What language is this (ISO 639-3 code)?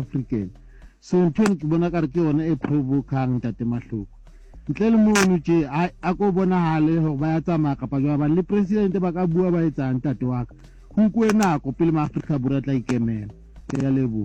sot